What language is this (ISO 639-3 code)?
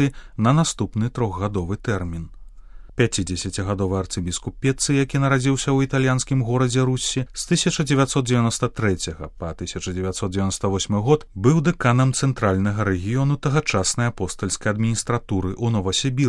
bel